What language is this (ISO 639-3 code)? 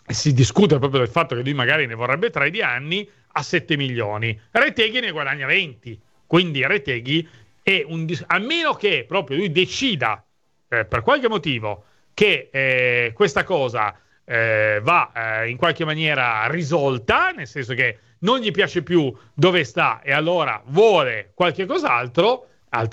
ita